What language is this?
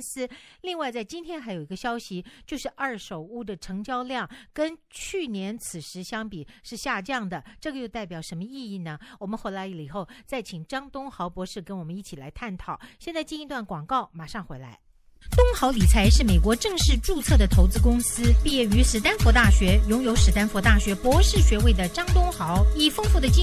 Chinese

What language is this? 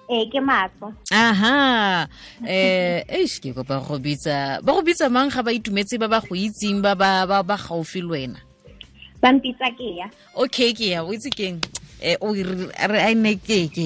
Tswana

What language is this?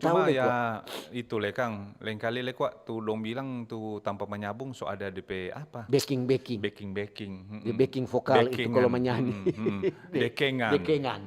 Manado Malay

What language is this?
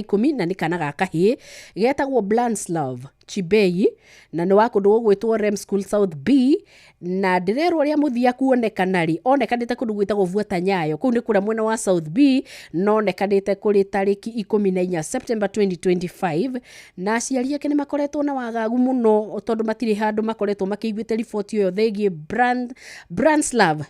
Kikuyu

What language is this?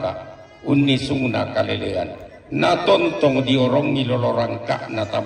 Toraja-Sa'dan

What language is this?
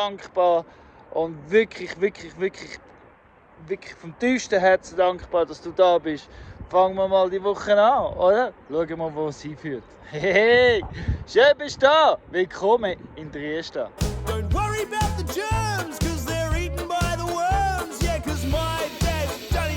Swiss German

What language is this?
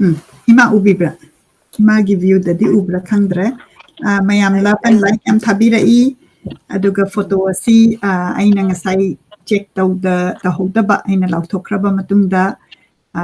Manipuri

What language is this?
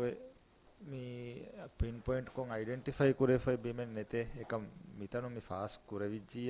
Divehi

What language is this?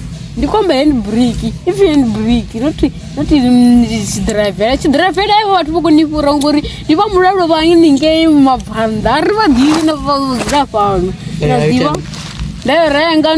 Venda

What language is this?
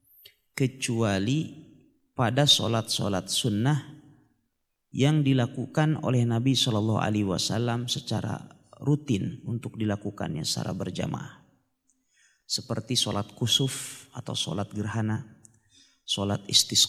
Indonesian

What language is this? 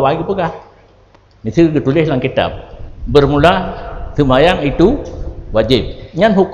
Achinese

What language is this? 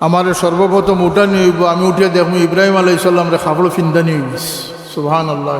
Sylheti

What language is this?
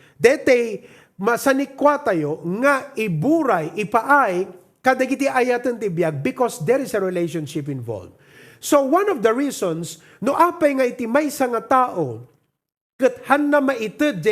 Iloko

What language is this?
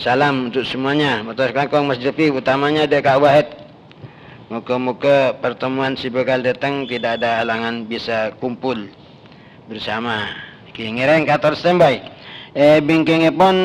Madurese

